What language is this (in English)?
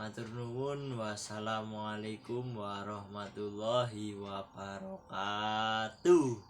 Javanese